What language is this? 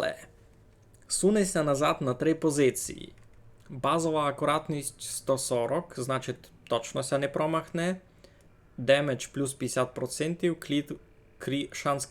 Rusyn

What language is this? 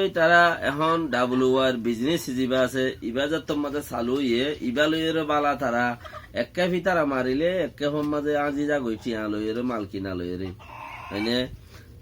Rohingya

